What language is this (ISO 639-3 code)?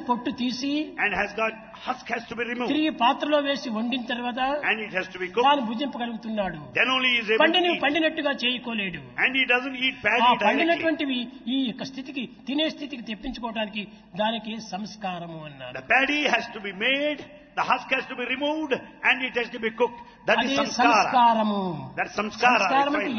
tel